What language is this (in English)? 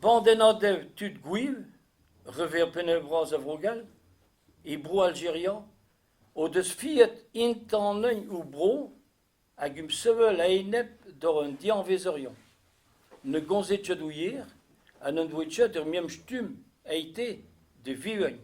Breton